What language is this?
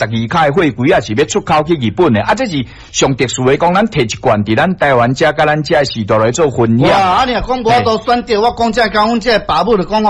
Min Nan Chinese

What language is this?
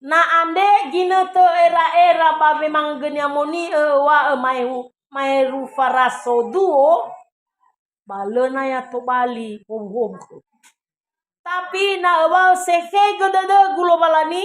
Nias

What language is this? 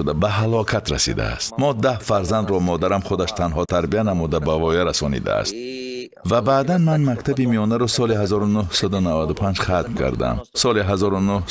Tajik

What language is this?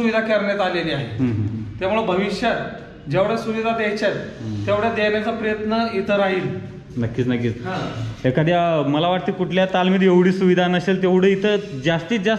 Marathi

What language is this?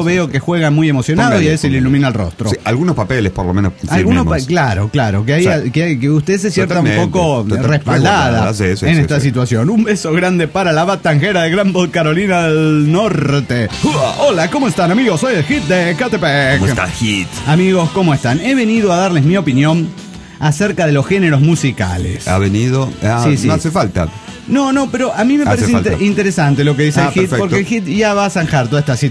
Spanish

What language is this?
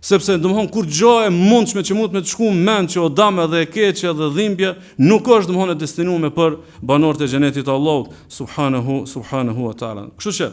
Albanian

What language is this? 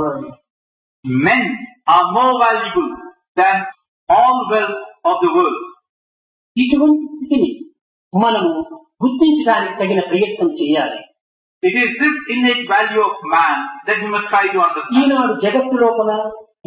Telugu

